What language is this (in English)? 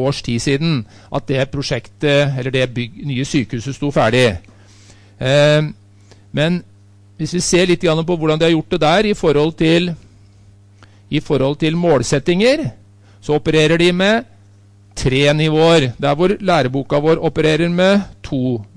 Norwegian